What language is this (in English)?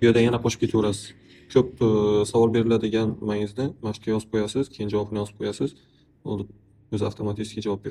Uzbek